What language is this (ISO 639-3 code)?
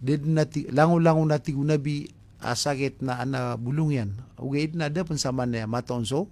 mrw